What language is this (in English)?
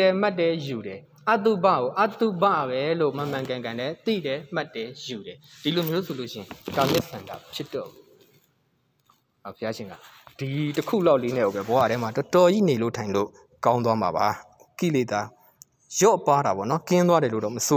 Burmese